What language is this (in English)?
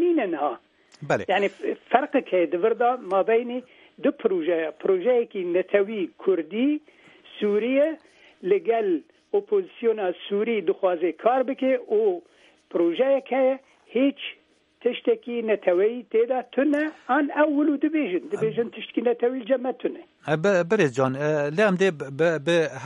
Kurdish